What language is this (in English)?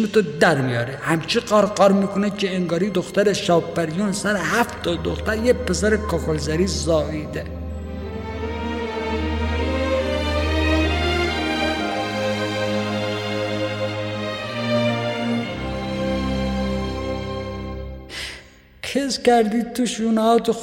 Persian